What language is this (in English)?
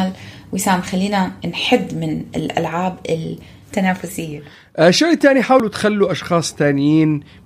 North Levantine Arabic